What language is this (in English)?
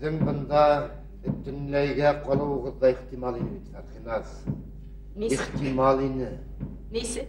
Bashkir